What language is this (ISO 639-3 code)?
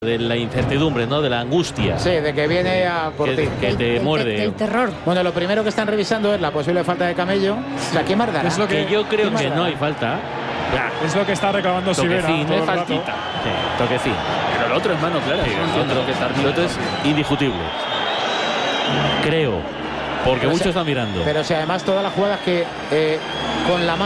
spa